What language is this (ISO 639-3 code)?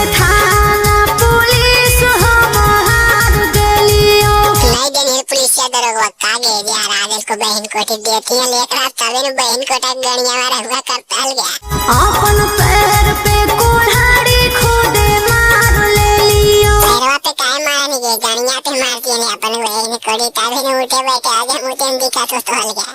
mag